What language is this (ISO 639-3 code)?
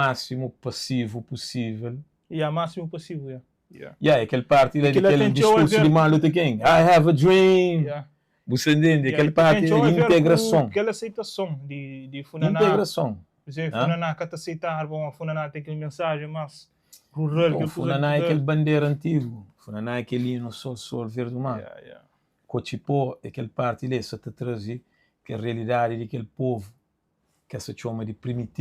kea